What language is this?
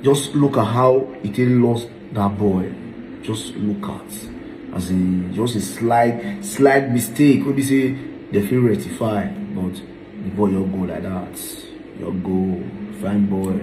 Nigerian Pidgin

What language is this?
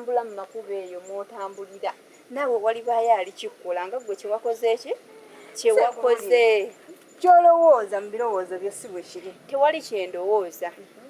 Ganda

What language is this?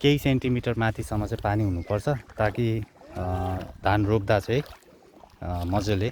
Nepali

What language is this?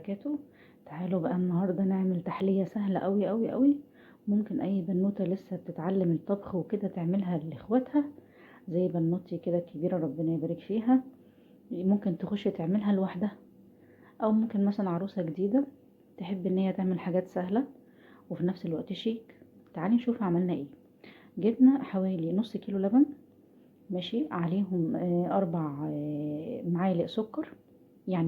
Egyptian Arabic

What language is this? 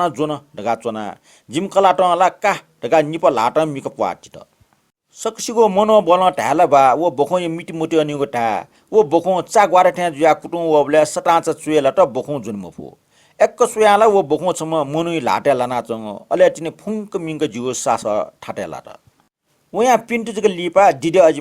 Newari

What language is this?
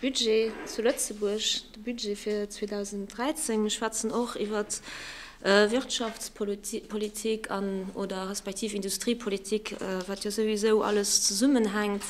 Luxembourgish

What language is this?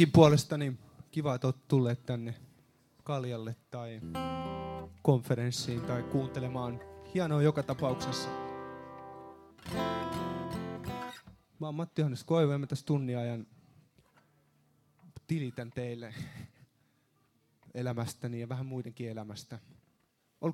Finnish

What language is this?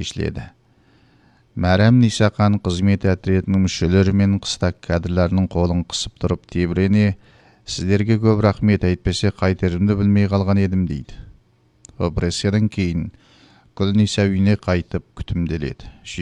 Kazakh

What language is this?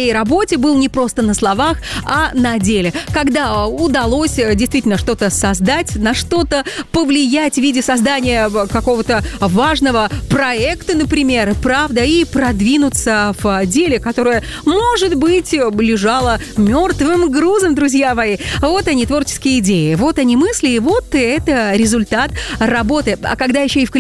Russian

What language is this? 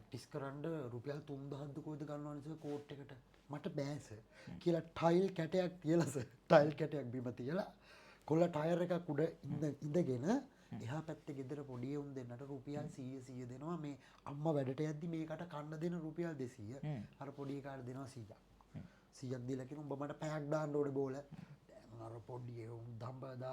Sinhala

